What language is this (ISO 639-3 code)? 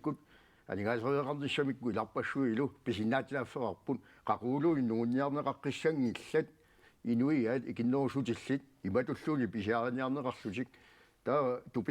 kal